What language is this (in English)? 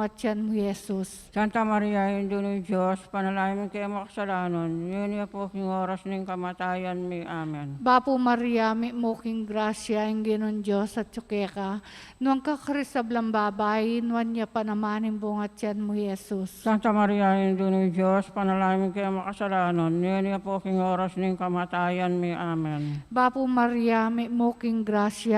Pampanga